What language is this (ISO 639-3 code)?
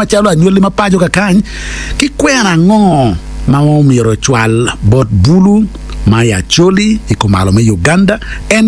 ach